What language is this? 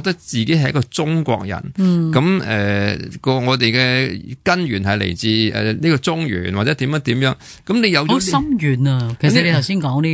Cantonese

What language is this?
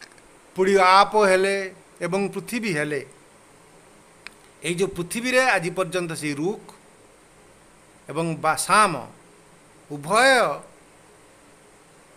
Odia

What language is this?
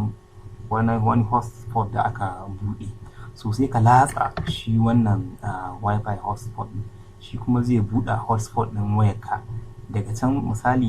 Hausa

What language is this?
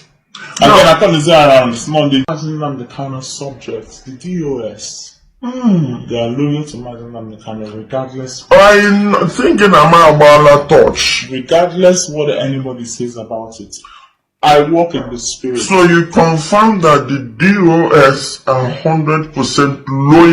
Igbo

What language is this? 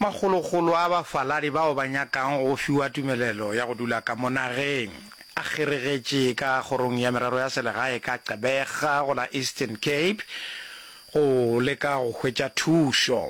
Northern Sotho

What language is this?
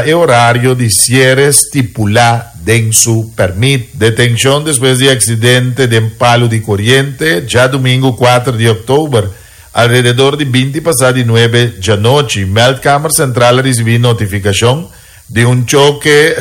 Papiamento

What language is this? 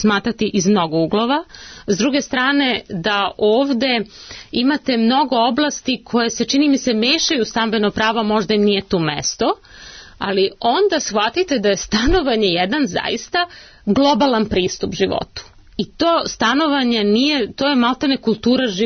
Serbian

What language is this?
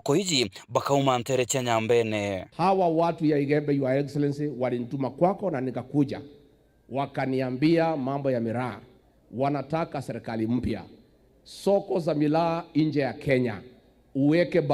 Meru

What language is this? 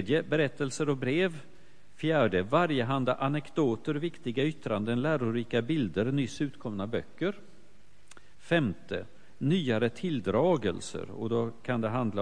Swedish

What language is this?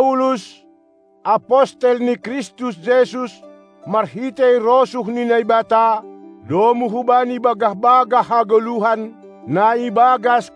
Batak Simalungun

